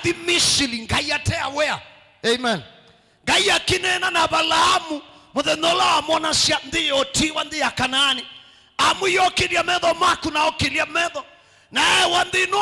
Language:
Kamba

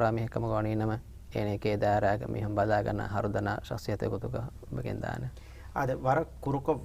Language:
Divehi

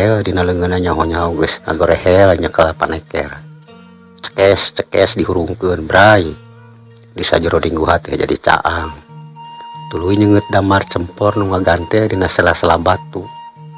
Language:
Sundanese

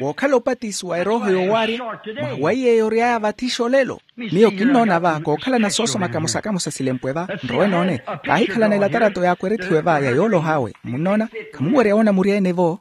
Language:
Makhuwa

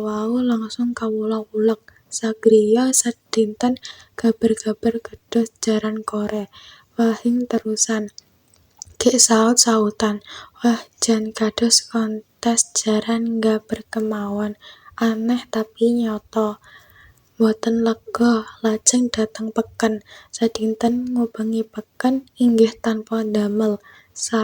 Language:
Javanese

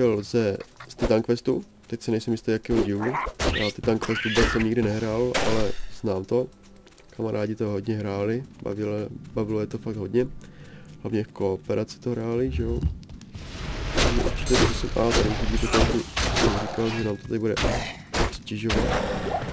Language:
Czech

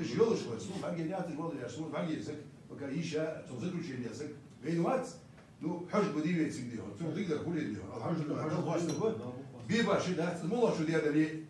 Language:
Ingush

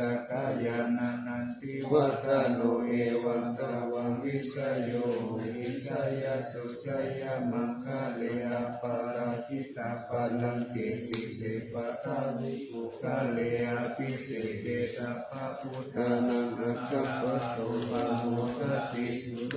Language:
Pali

